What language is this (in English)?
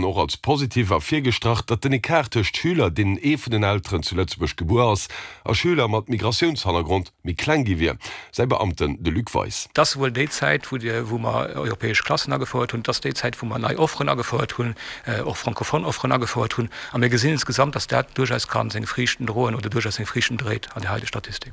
Luxembourgish